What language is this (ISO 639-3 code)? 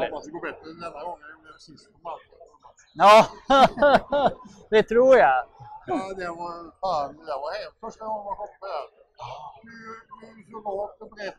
swe